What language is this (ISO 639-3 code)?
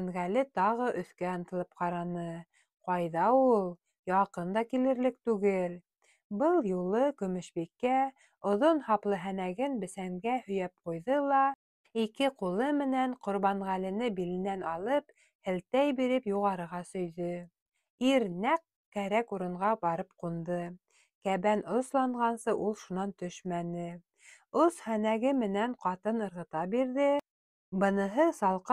bak